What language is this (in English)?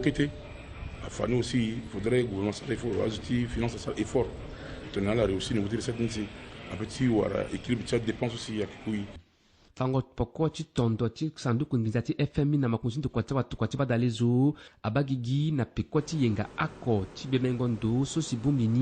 Sango